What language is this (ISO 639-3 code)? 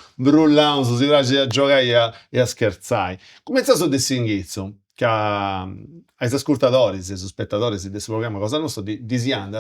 srd